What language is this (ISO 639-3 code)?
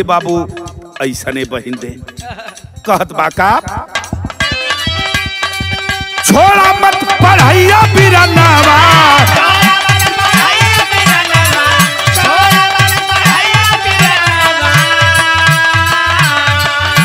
bho